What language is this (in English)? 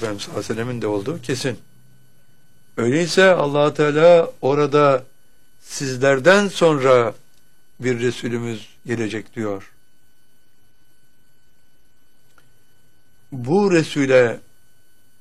Turkish